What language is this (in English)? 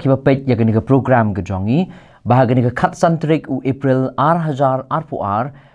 Khasi